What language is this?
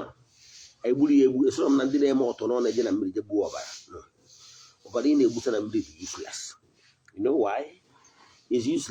Igbo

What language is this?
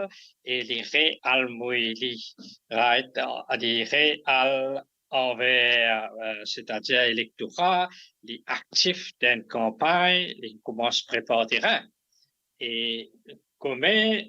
Morisyen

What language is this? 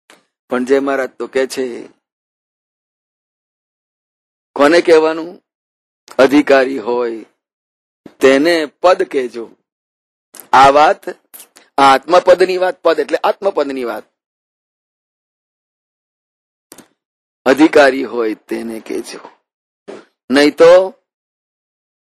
Gujarati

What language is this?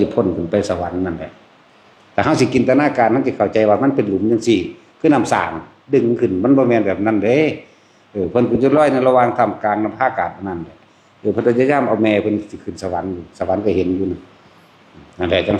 Northeastern Thai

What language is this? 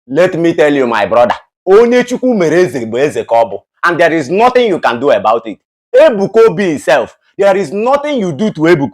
Igbo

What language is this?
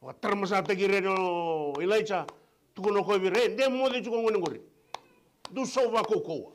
Fijian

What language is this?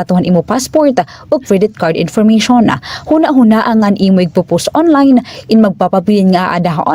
Waray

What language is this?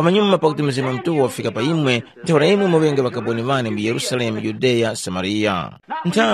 Tumbuka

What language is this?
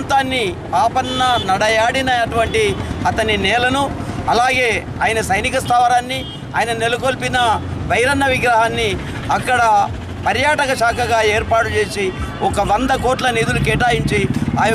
Telugu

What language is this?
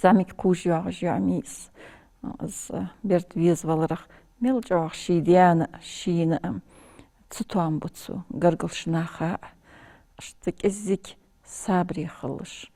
Ingush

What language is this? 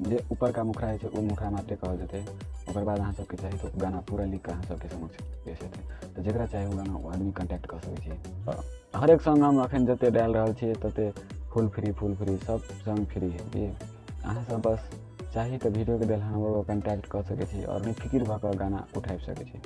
Maithili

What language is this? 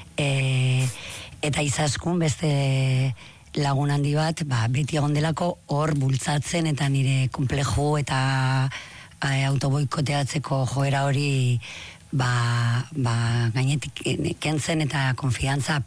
Basque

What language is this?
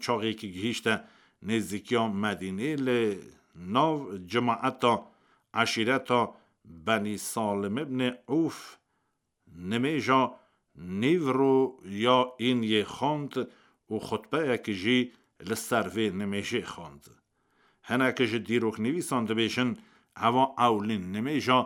Kurdish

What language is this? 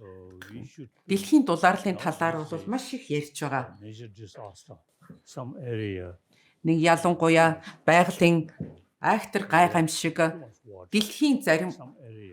Mongolian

